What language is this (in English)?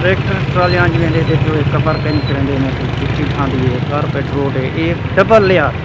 Saraiki